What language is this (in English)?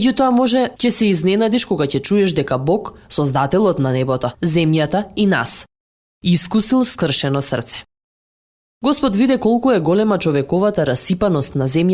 Macedonian